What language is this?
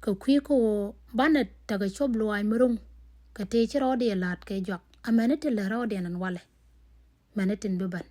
Nuer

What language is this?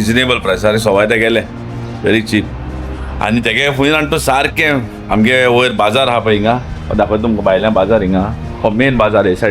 Konkani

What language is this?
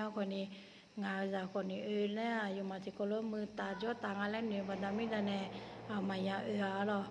Akha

